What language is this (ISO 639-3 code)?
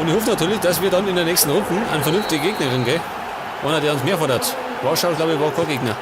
bar